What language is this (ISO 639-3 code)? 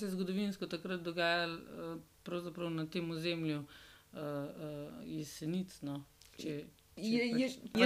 slv